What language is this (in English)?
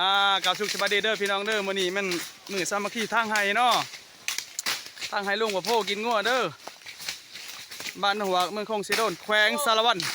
Lao